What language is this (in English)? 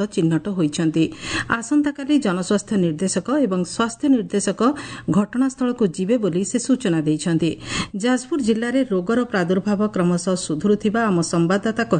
Odia